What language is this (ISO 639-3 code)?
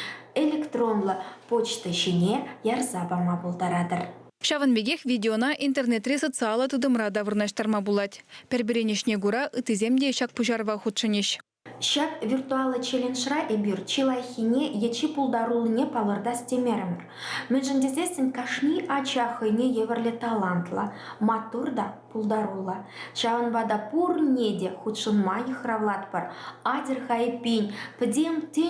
chv